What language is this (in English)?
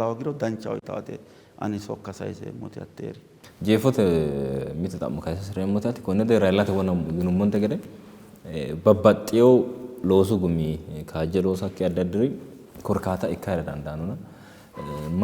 Sidamo